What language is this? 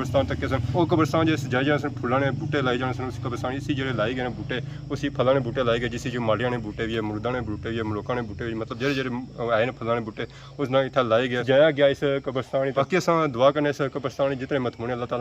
Pahari-Potwari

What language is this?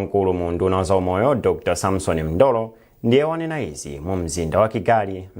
Nyanja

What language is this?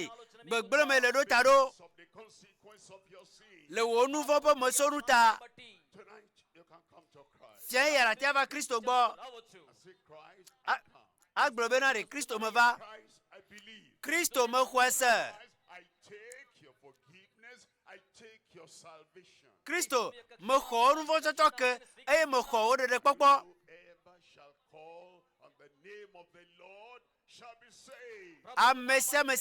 Ewe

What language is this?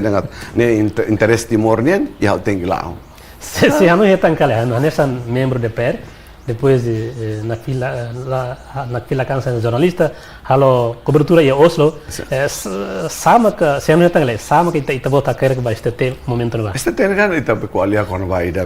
Tetum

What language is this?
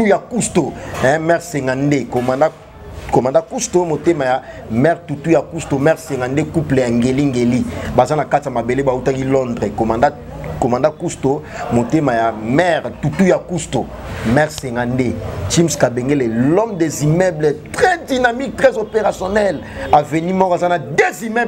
Lingala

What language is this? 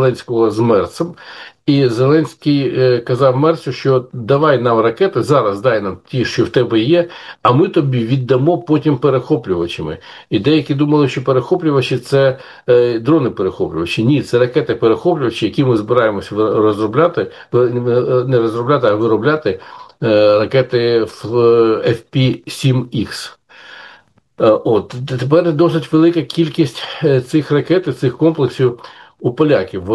Ukrainian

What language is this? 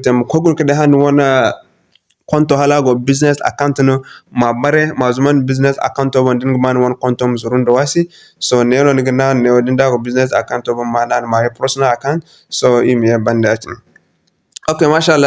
Zarma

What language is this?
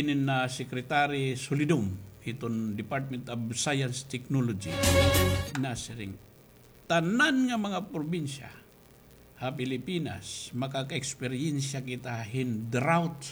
Waray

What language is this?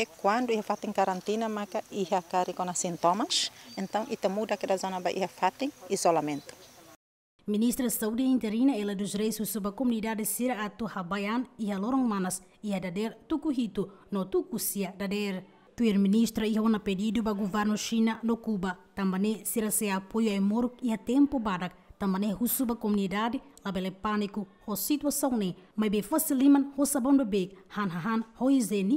Tetum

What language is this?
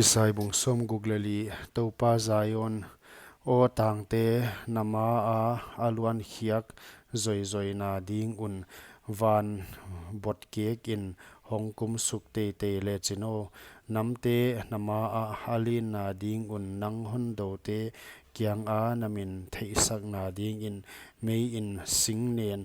Paite Chin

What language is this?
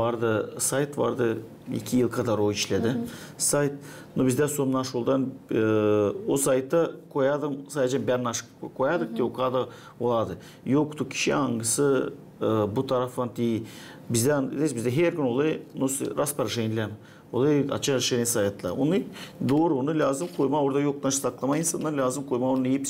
Gagauz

